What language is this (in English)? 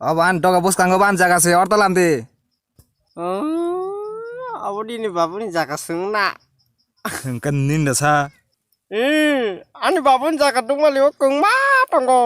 Kok Borok